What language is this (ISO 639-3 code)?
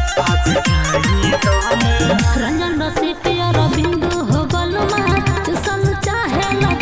bho